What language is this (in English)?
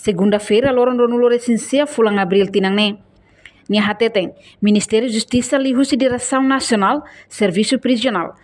Tetum